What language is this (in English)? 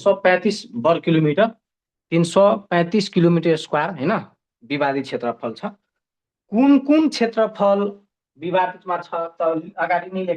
Nepali